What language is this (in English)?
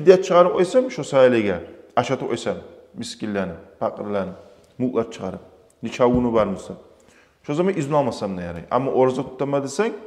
Kumyk